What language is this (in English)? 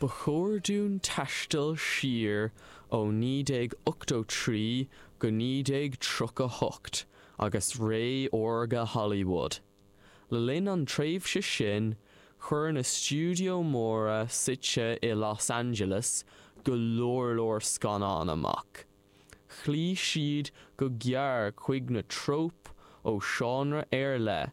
Irish